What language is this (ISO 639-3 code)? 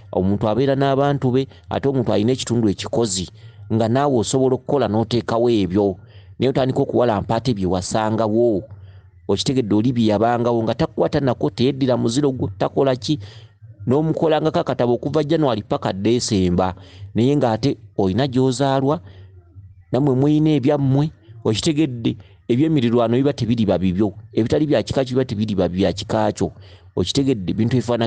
lug